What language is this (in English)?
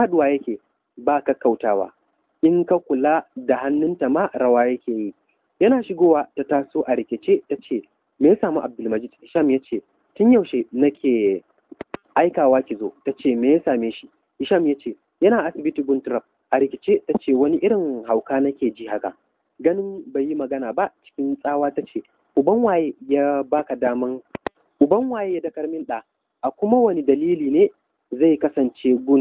Hausa